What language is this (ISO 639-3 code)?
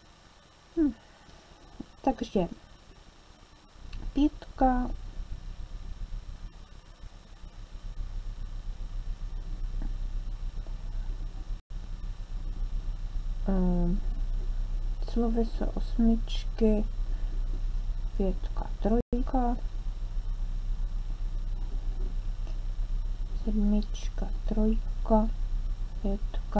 ces